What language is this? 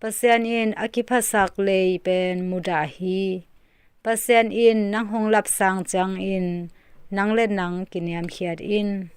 Tedim Chin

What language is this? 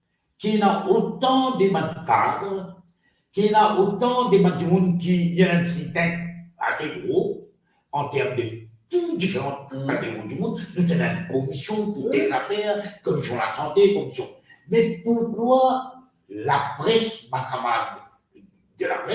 Morisyen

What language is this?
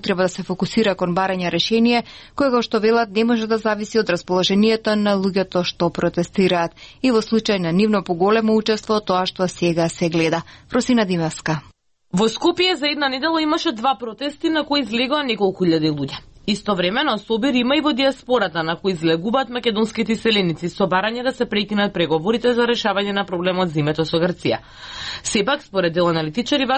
Macedonian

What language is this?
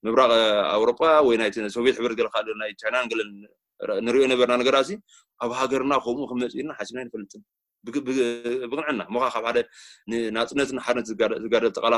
Tigrinya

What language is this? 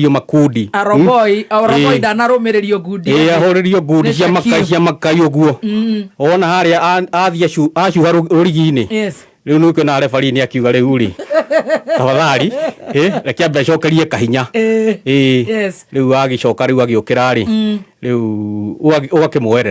Kikuyu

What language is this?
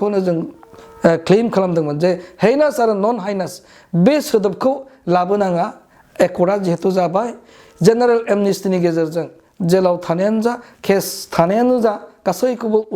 Bodo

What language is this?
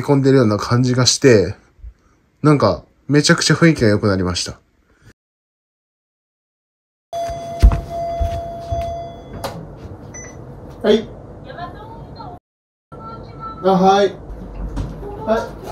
Japanese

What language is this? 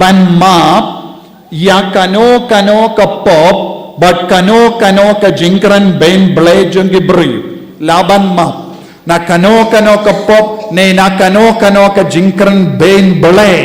Khasi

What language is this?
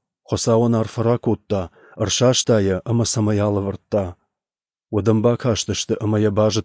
Ossetic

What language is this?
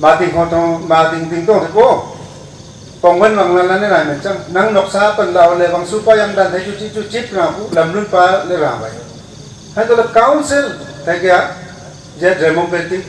Wancho Naga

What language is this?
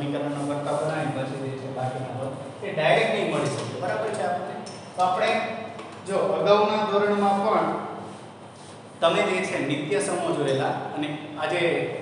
Gujarati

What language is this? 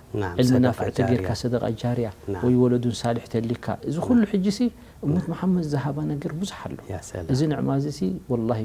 Tigrinya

